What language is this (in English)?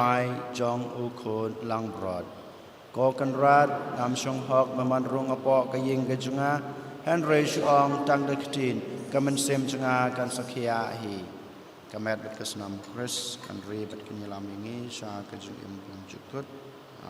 Khasi